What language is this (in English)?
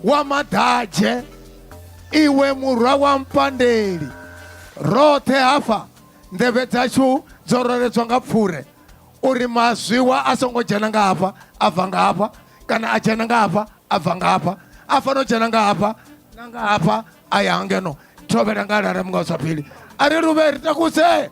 Venda